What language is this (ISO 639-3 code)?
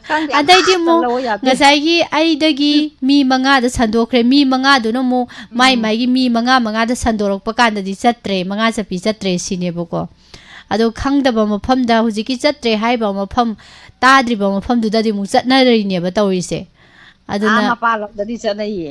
mni